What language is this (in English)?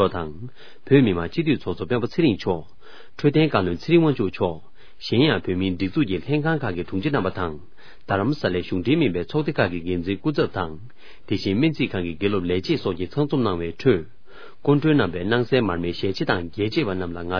Tibetan